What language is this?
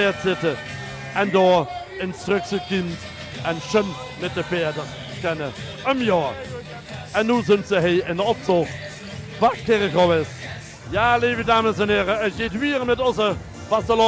Limburgish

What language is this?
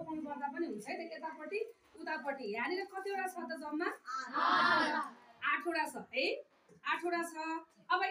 Nepali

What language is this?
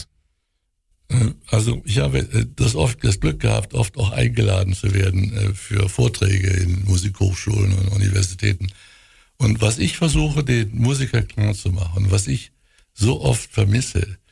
German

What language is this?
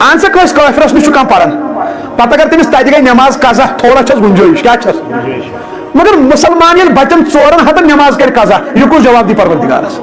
Kashmiri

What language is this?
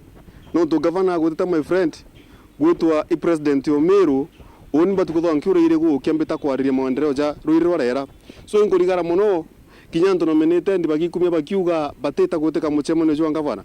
Meru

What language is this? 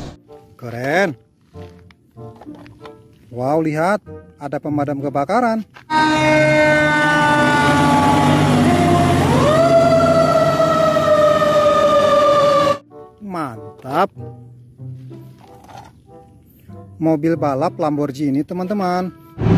Indonesian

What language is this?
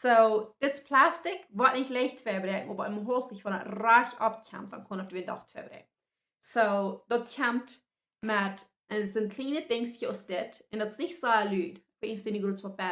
Plautdietsch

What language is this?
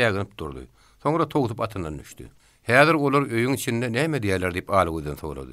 Turkmen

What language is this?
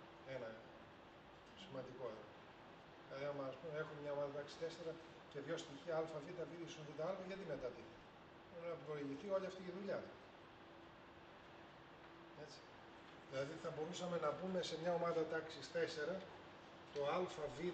Greek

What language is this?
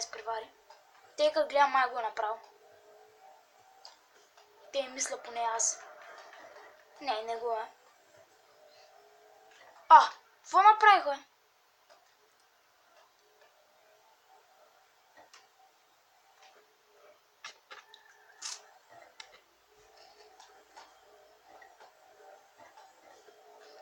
Bulgarian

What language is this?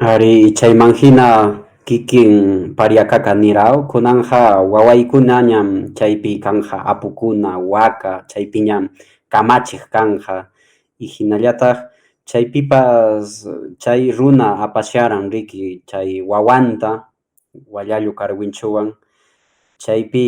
Quechua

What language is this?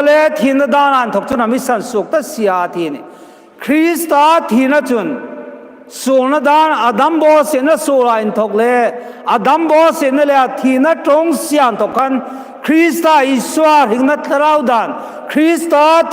Hmar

